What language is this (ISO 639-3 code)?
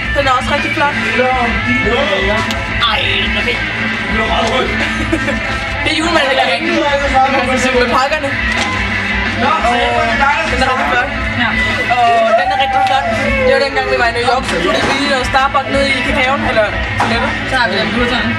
dan